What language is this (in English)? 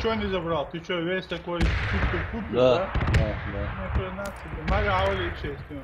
Ingush